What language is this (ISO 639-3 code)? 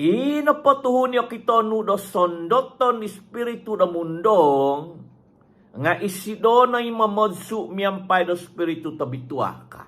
dtp